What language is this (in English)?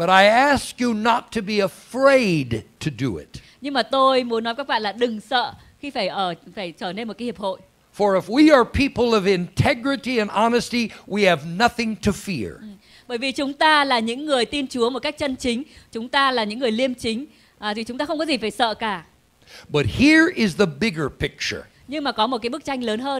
Vietnamese